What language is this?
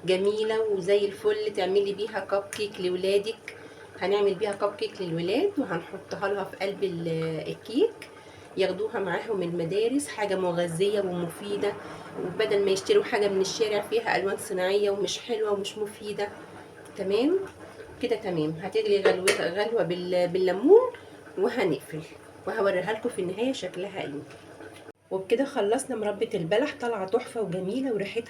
Egyptian Arabic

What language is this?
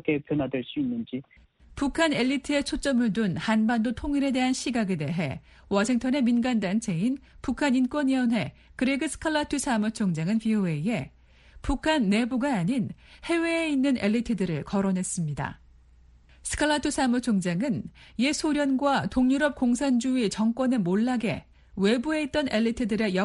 Korean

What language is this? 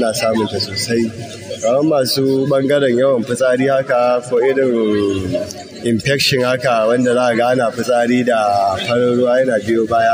Hausa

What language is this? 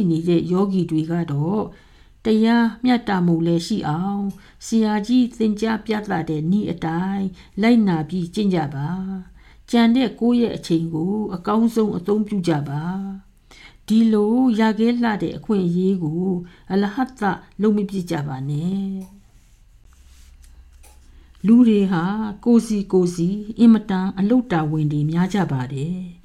Burmese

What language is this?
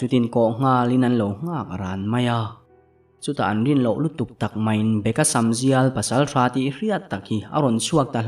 Mizo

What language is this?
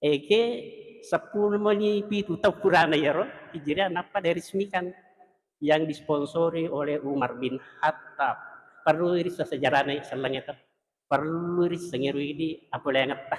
Buginese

